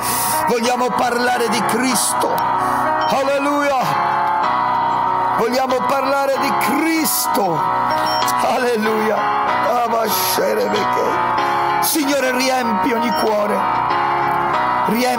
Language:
Italian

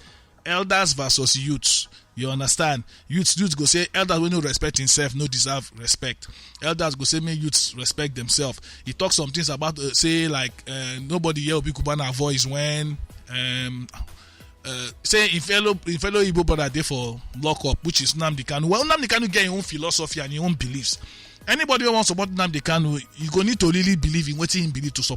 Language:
Nigerian Pidgin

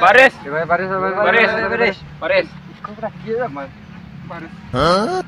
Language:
Minangkabau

